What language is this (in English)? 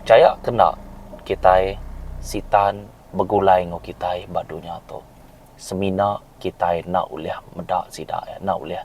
Iban